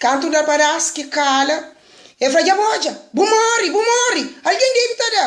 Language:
Kabuverdianu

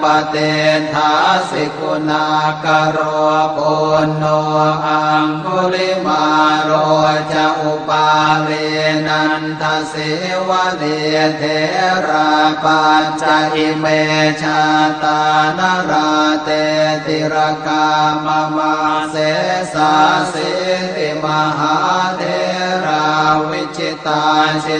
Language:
Pali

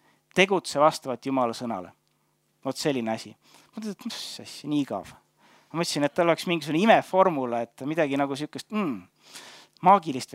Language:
Estonian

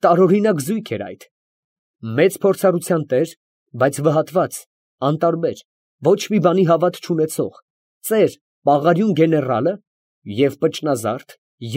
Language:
Armenian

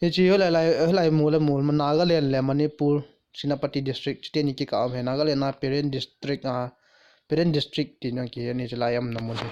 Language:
Thado Chin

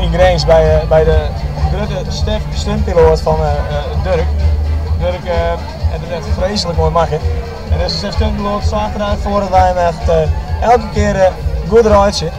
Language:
Western Frisian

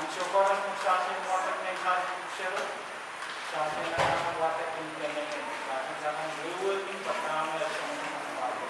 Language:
Pohnpeian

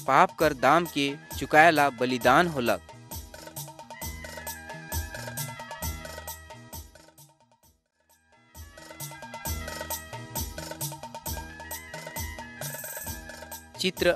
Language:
Sadri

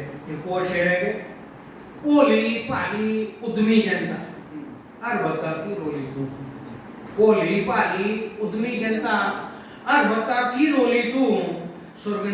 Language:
Dogri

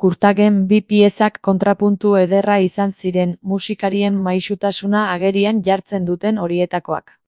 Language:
Basque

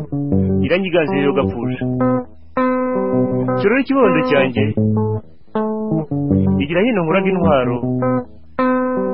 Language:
Kinyarwanda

